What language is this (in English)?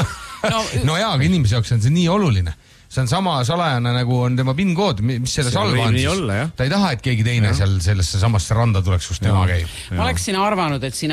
Estonian